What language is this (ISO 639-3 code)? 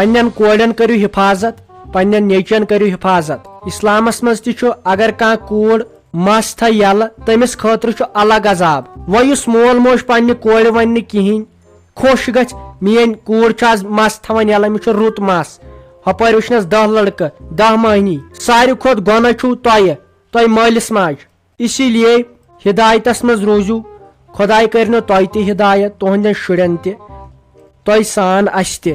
kas